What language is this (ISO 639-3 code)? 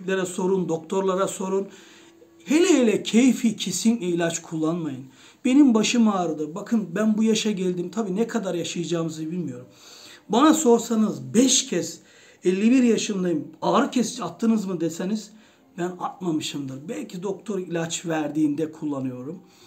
tur